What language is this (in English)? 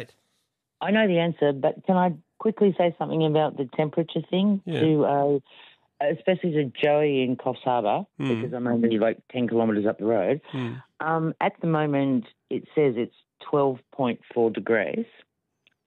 English